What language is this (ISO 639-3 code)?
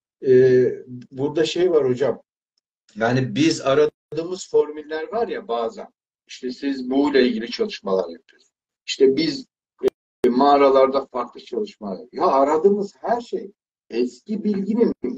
tur